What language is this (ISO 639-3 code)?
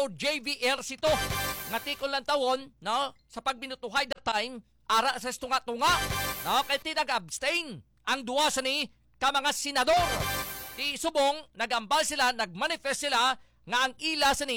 hil